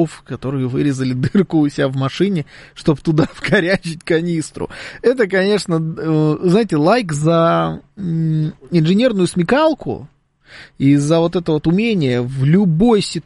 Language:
Russian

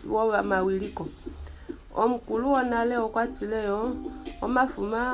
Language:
Kuanyama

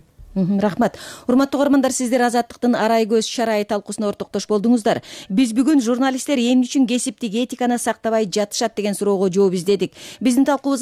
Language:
Kyrgyz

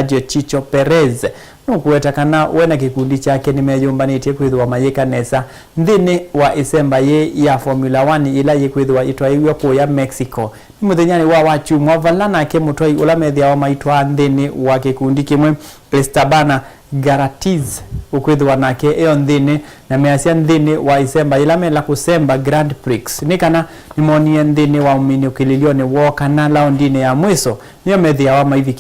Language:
Kamba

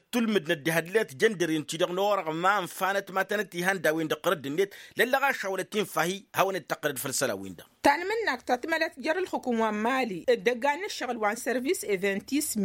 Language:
Tamasheq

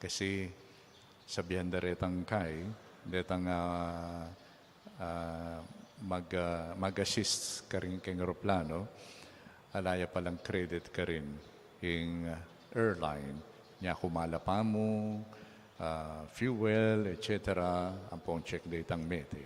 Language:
Pampanga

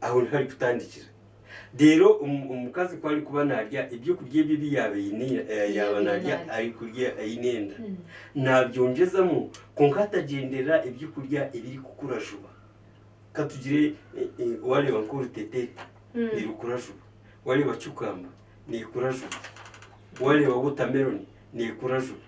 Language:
Nyankole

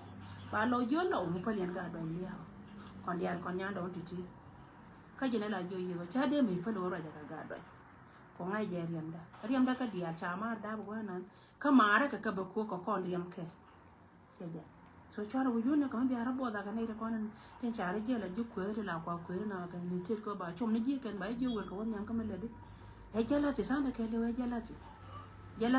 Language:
Nuer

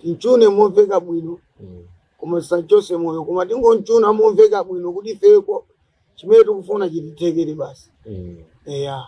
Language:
Nyanja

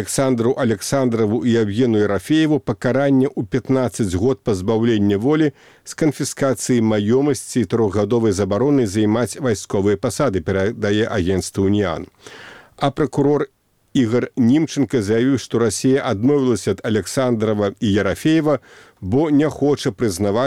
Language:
Belarusian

